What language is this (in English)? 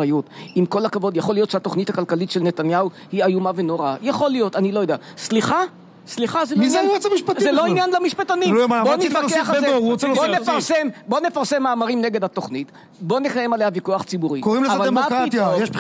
Hebrew